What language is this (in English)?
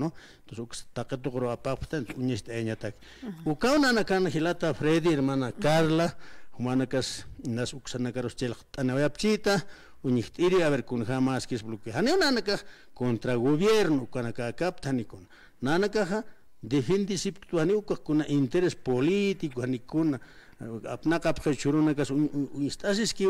Aymara